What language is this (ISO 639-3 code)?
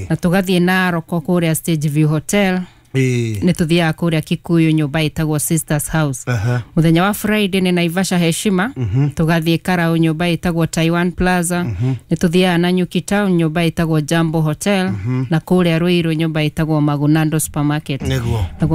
kik